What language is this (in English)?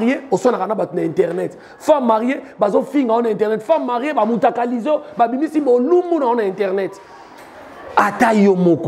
Lingala